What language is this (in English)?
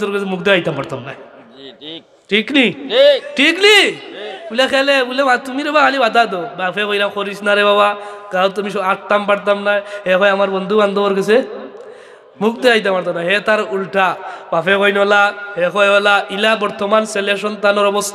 Sylheti